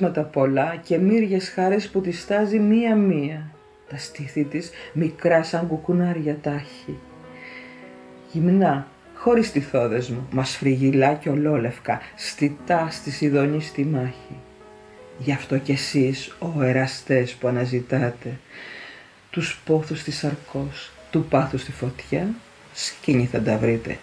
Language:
Greek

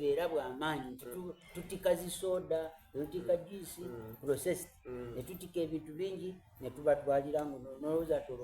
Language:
Soga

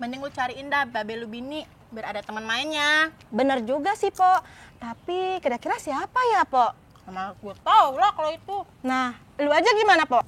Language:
Betawi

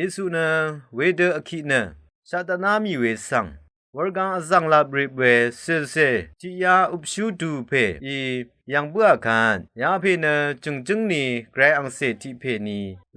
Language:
Rawang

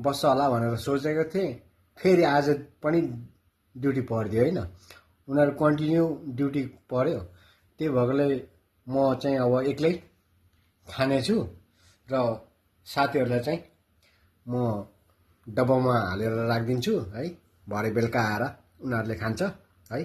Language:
Nepali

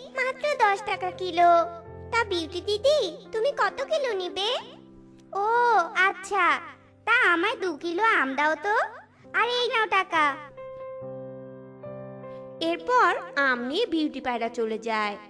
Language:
Bangla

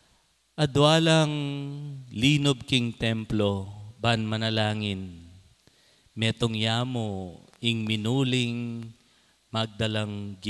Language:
Pampanga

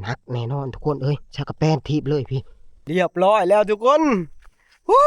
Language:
Northeastern Thai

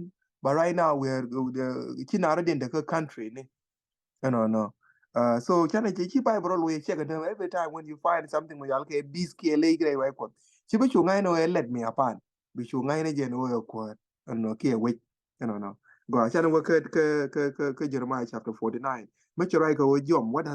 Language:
Nuer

